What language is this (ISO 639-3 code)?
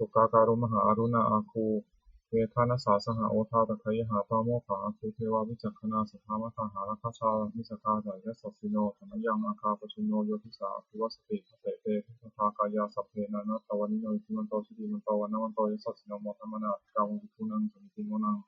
pli